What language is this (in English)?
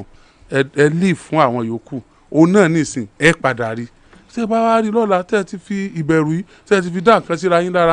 Yoruba